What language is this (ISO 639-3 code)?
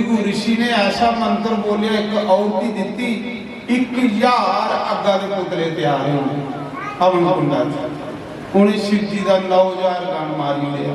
doi